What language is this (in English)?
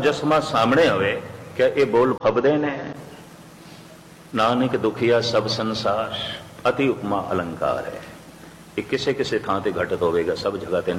Punjabi